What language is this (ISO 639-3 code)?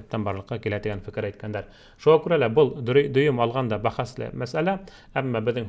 bak